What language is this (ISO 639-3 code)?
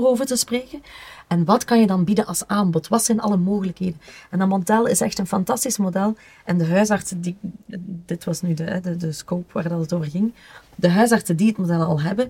nld